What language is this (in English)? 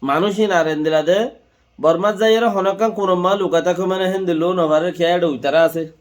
Rohingya